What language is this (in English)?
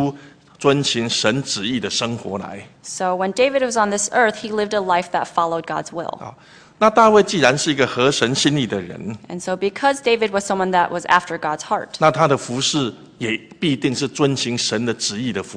Chinese